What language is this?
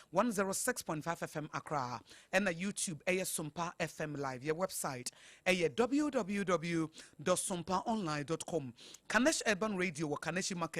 Akan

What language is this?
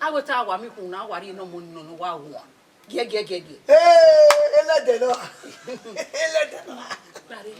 Bini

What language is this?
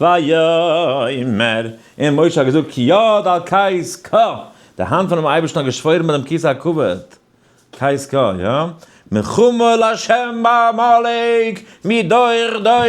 Yiddish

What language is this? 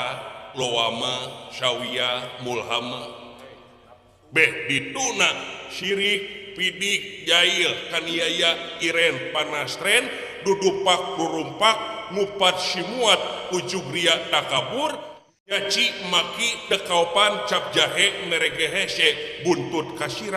Sundanese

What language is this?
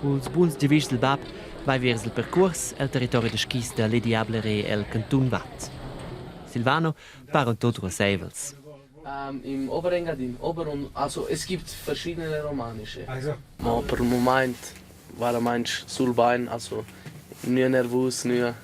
Romansh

